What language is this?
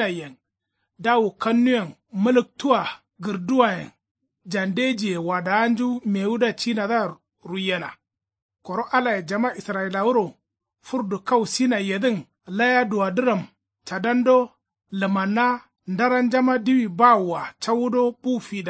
Kanuri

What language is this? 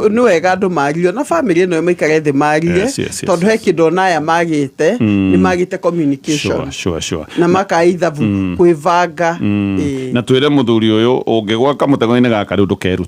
Kikuyu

